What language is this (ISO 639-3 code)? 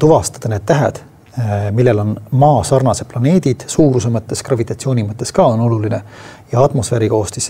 est